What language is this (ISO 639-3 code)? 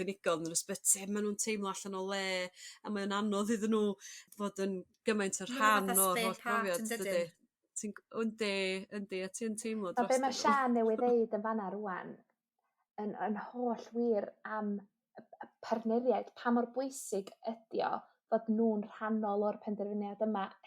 cym